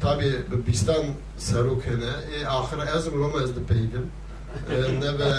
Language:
Kurdish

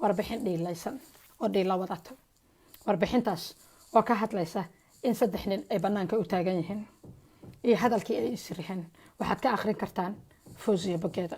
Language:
Somali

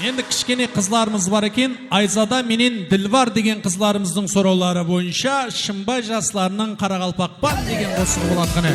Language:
Kara-Kalpak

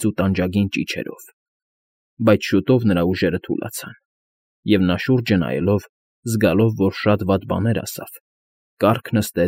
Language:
Armenian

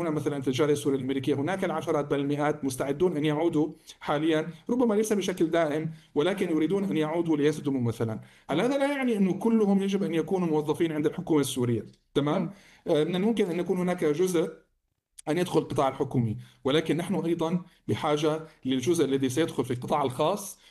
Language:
Arabic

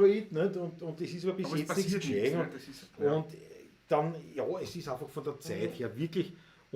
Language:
Bavarian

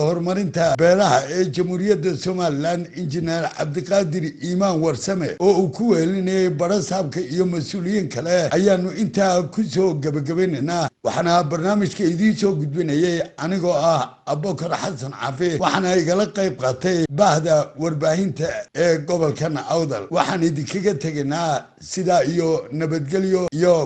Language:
Somali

